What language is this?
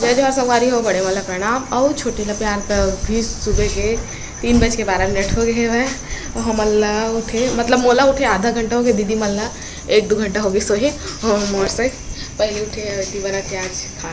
Chhattisgarhi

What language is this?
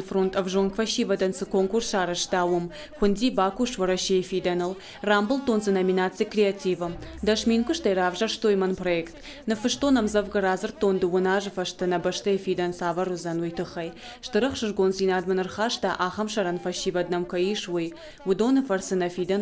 Ossetic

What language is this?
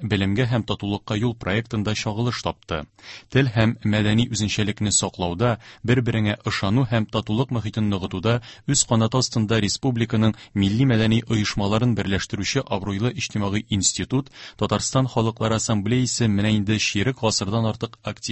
Tatar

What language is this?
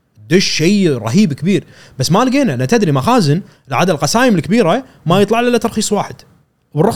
Gulf Arabic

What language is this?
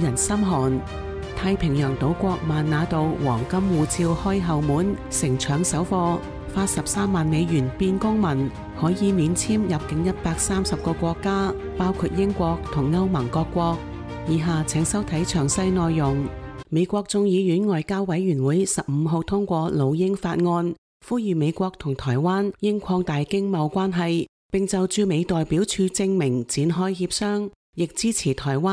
Cantonese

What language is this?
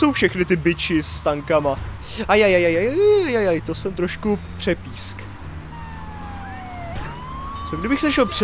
Czech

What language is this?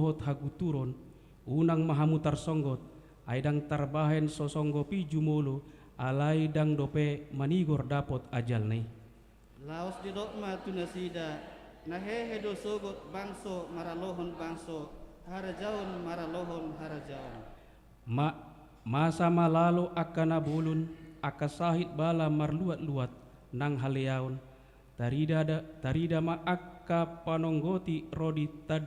Batak Toba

